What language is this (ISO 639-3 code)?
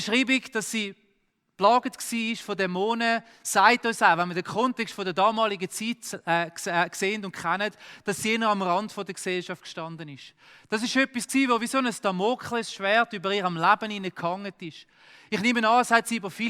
gsw